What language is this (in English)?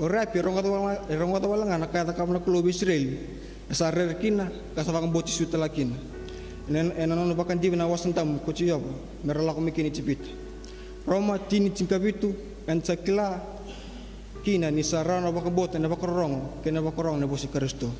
Fijian